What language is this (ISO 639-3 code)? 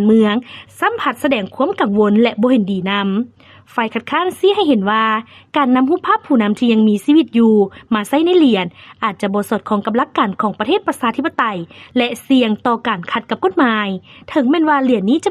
lao